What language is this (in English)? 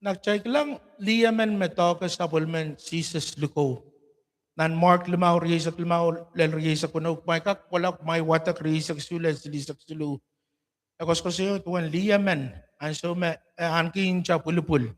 Pohnpeian